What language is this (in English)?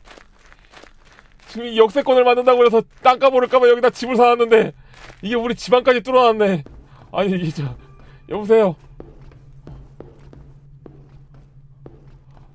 Korean